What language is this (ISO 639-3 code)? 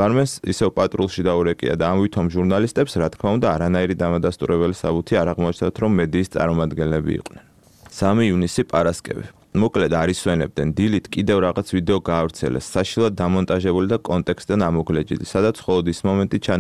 kat